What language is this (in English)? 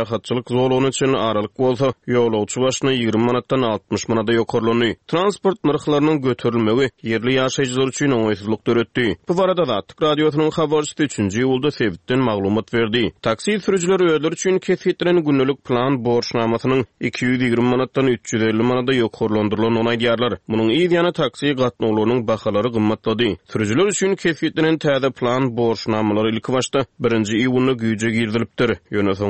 Turkmen